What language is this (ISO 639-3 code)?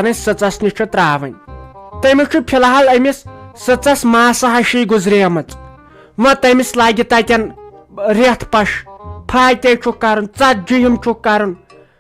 kas